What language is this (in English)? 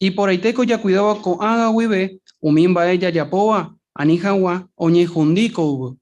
Guarani